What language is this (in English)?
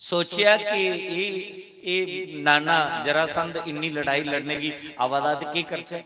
Dogri